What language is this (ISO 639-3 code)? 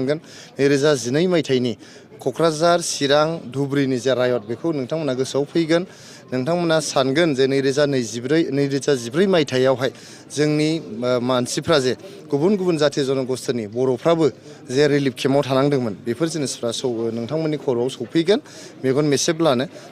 brx